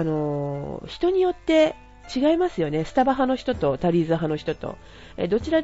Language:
Japanese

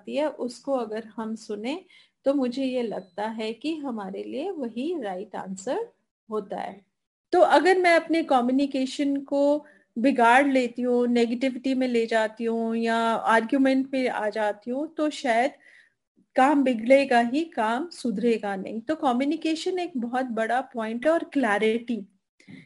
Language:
Hindi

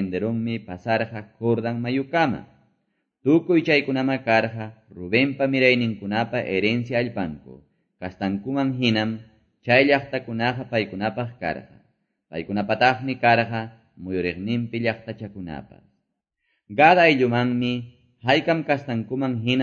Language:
Quechua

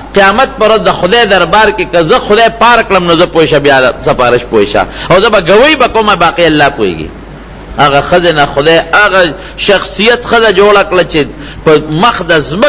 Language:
Pashto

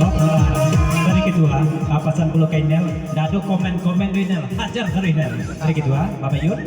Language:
Minangkabau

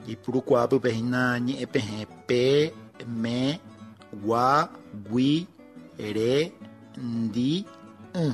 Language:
Guarani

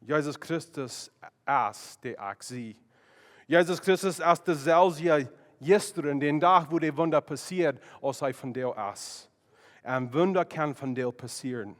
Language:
Plautdietsch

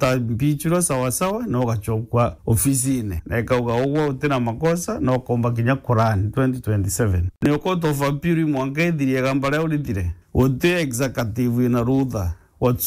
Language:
Meru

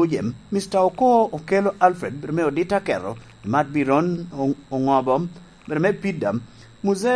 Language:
Lango (Uganda)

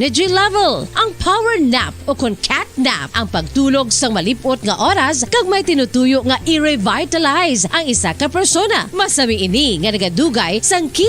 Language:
Hiligaynon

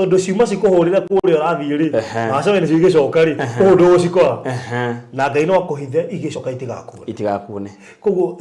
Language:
Kikuyu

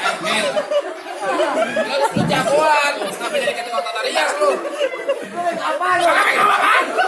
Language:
Betawi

